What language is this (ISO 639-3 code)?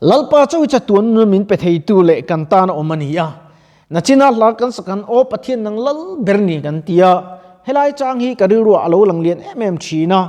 lus